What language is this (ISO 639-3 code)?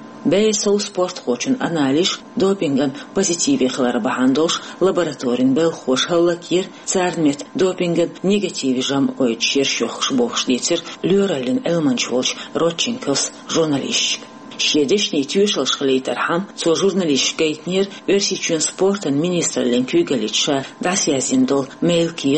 che